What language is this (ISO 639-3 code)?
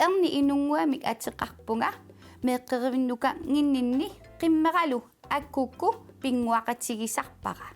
kal